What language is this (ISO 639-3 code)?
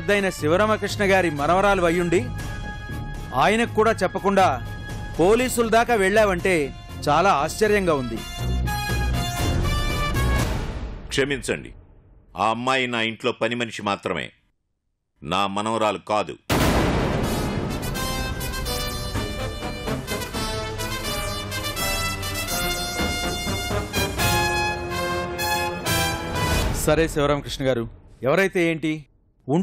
tel